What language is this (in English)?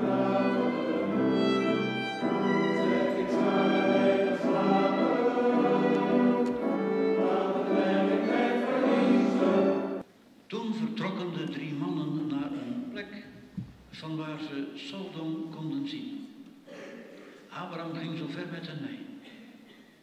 Dutch